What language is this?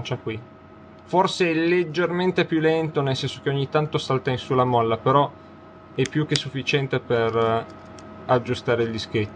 Italian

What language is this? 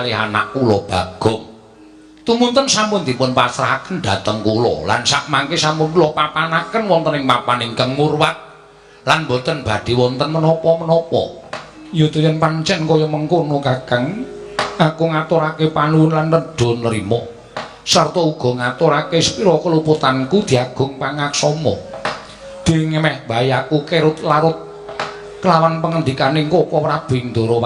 Javanese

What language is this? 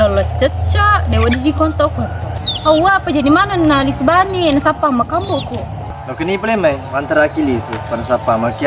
Buginese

